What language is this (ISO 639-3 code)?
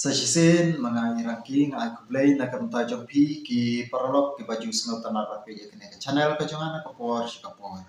kha